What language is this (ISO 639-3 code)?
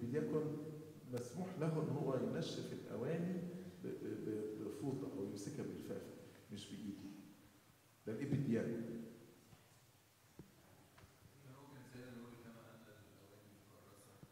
arz